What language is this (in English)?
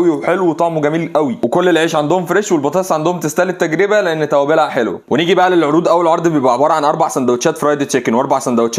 Egyptian Arabic